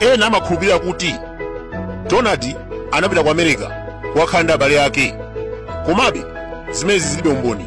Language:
Nyanja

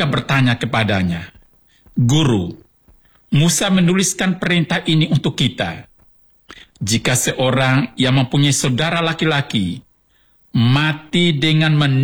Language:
Indonesian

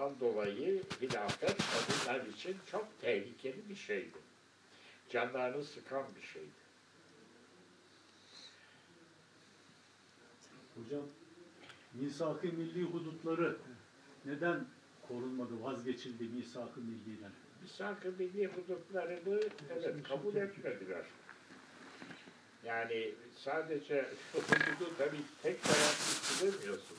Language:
Turkish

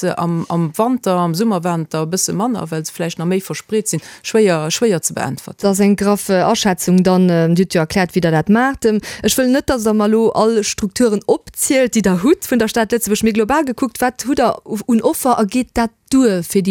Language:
Luxembourgish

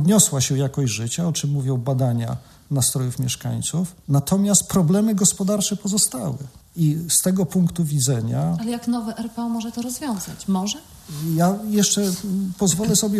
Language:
Polish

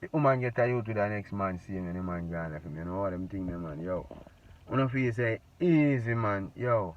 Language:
Jamaican Creole English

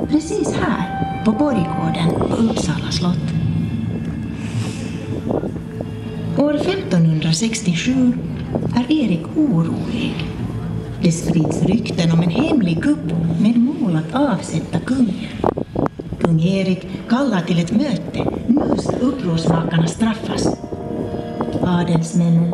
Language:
Swedish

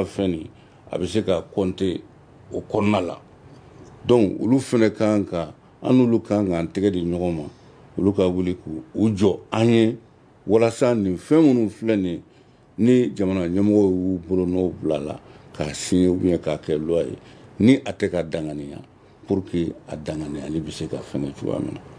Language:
Bambara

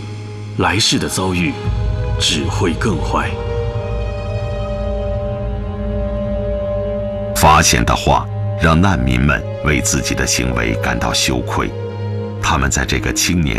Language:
Chinese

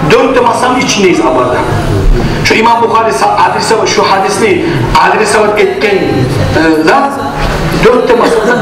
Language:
Kumyk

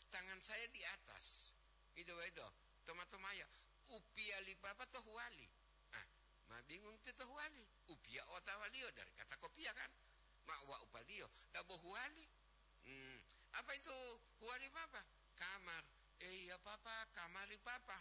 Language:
Gorontalo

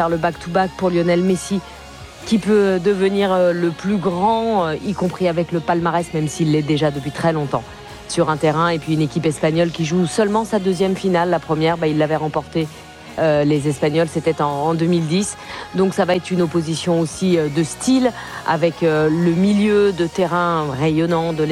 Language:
French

